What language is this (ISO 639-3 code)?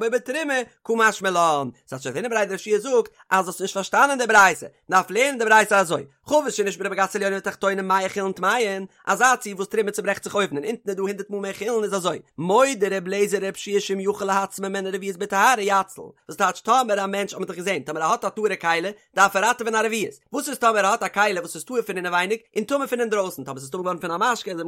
yid